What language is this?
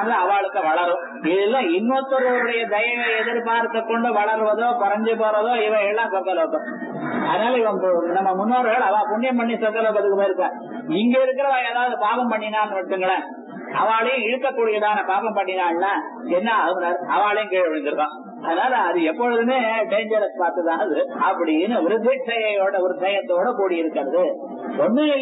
Tamil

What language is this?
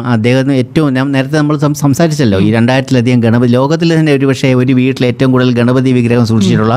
Malayalam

